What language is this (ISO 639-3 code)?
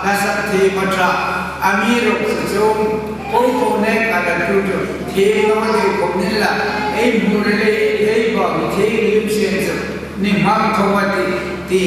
hmr